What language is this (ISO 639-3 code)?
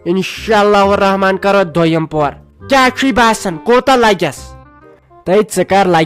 kas